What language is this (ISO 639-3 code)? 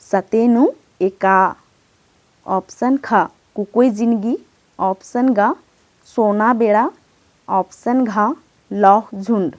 kru